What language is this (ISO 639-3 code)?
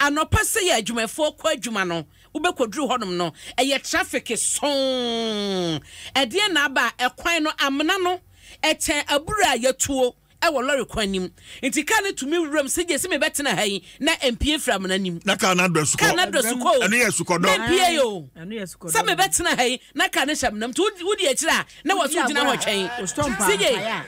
aka